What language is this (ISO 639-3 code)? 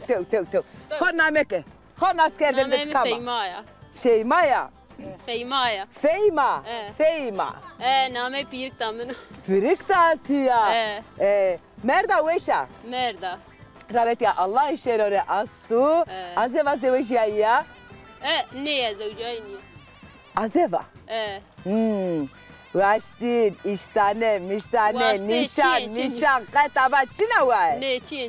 zza